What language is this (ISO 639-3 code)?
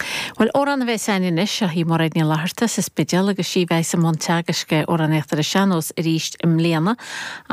gle